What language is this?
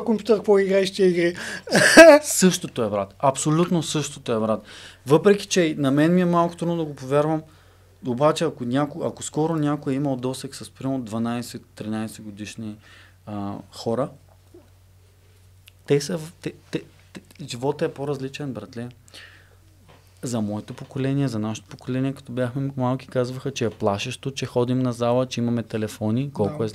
Bulgarian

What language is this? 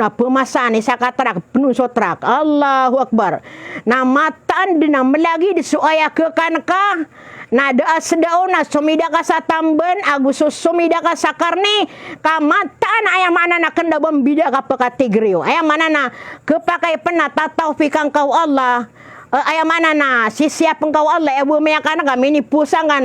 Maranao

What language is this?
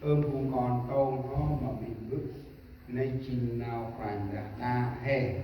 Central Mnong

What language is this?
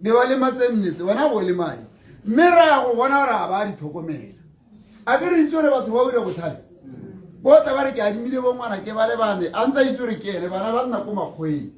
Tswana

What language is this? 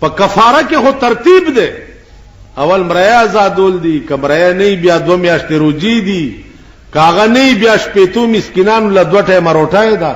Pashto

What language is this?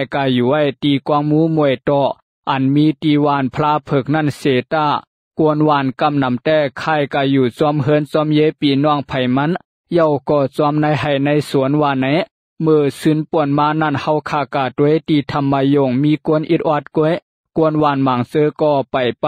Shan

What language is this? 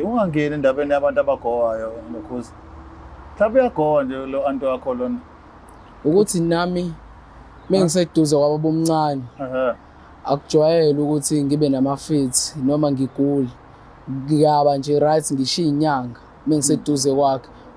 Zulu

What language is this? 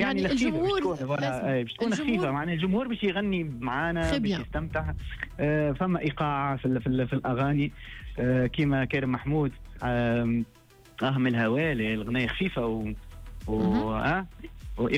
Tunisian Arabic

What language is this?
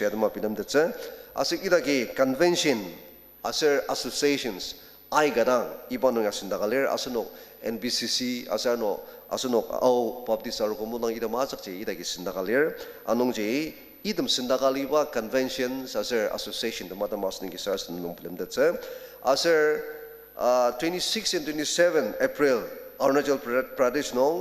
Ao Naga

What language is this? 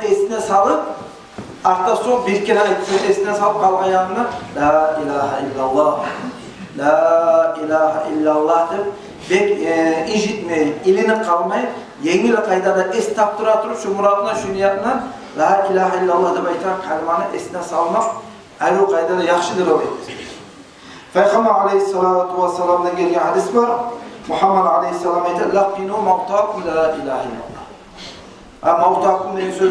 Kumyk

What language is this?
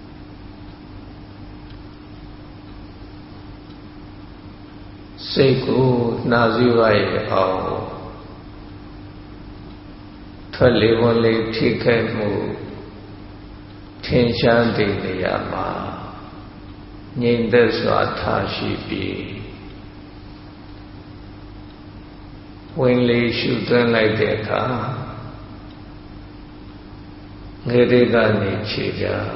Burmese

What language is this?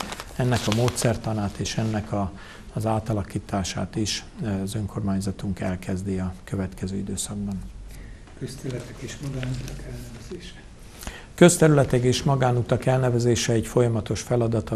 Hungarian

